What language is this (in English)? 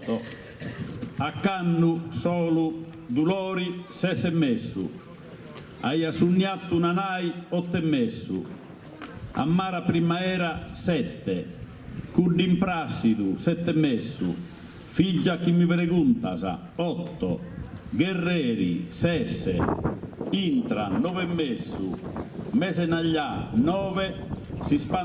Sardinian